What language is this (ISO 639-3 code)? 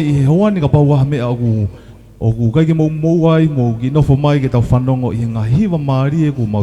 ton